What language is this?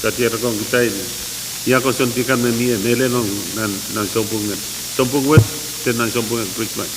Pohnpeian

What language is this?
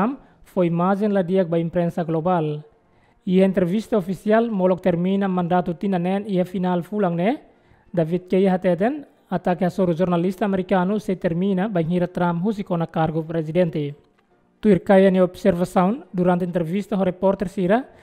Tetum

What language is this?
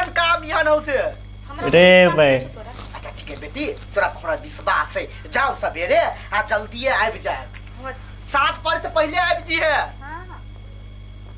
Maithili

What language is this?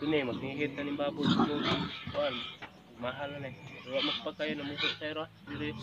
Cebuano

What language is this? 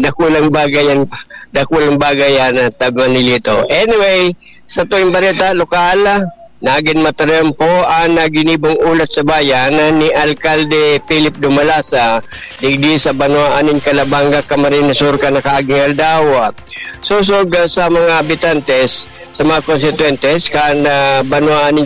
Bikol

